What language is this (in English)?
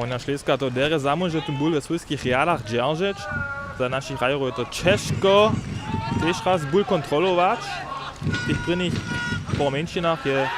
Upper Sorbian